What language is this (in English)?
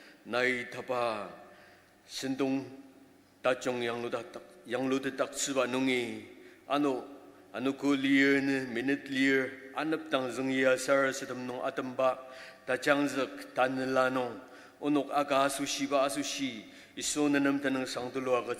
Ao Naga